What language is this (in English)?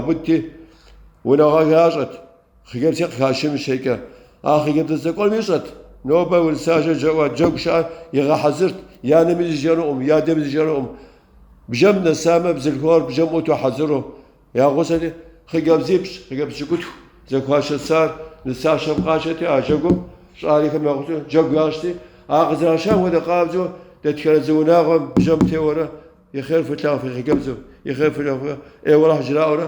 Kabardian